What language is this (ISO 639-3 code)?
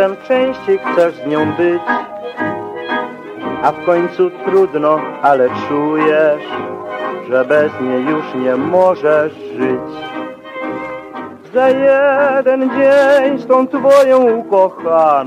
pol